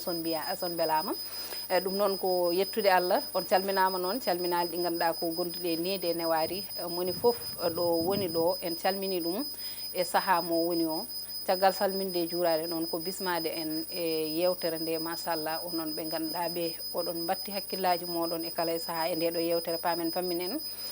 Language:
Fula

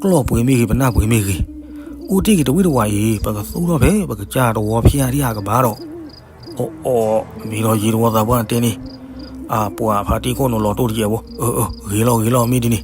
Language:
S'gaw Karen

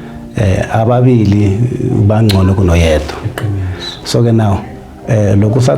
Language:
Zulu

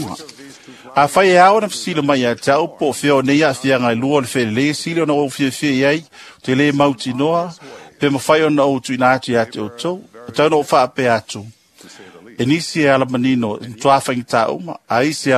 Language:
Samoan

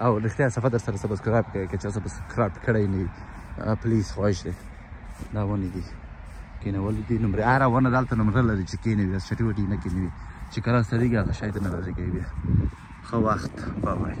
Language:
Pashto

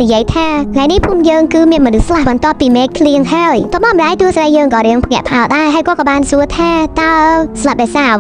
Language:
Khmer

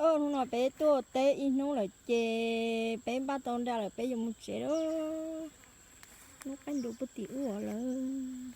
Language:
Hmong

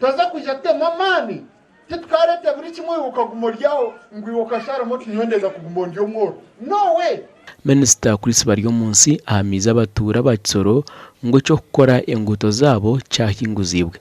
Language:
Nyankole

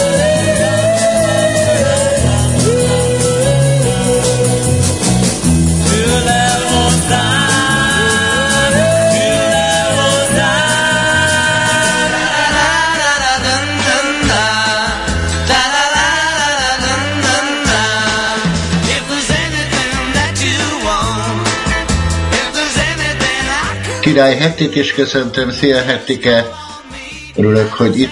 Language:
Hungarian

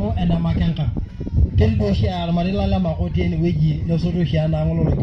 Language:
Masai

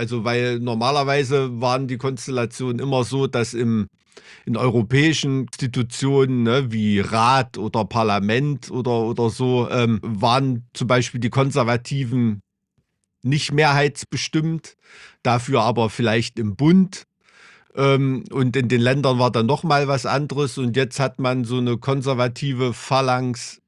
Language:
German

